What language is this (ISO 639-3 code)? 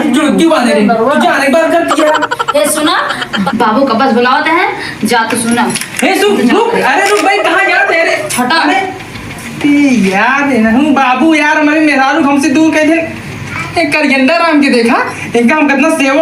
awa